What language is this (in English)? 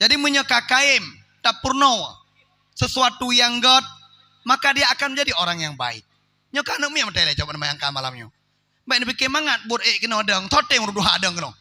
Achinese